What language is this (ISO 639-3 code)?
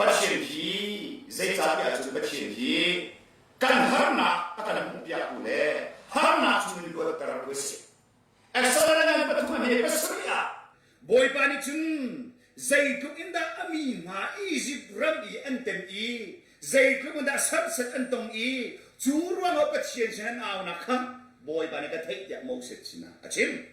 cnh